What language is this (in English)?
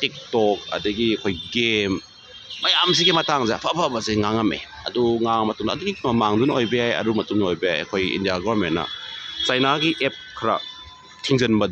Manipuri